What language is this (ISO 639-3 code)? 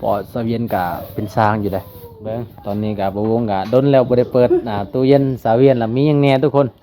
lao